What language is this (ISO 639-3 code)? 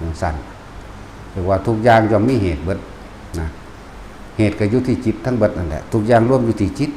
lao